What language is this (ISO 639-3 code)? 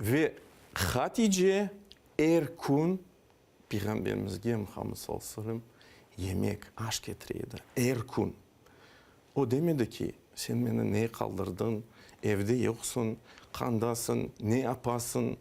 crh